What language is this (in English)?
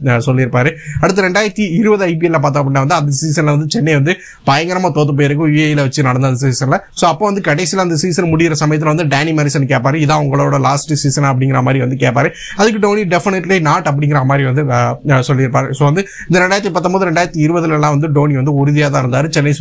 Tamil